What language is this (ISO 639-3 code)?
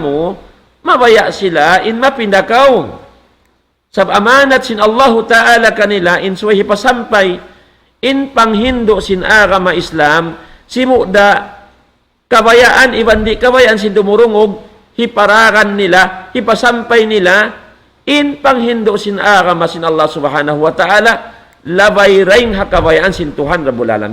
tsg